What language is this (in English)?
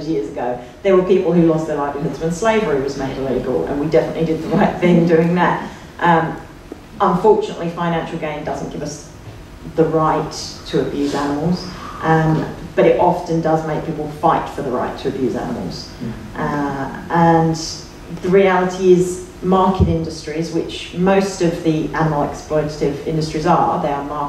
English